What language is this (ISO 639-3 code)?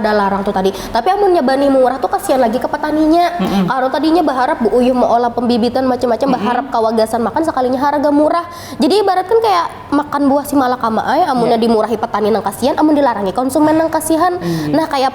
bjn